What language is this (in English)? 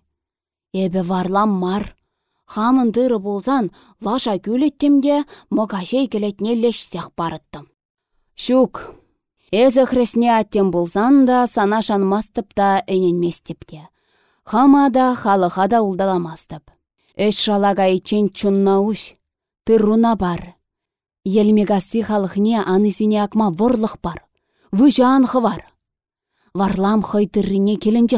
Chuvash